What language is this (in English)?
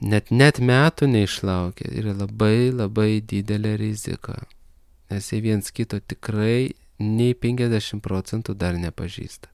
Lithuanian